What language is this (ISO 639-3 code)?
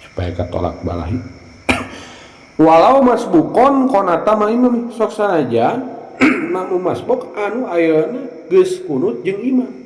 sun